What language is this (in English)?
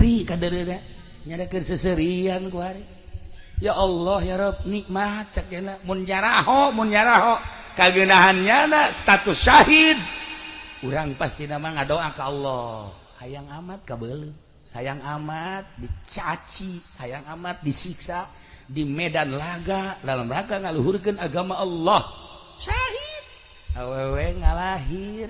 Sundanese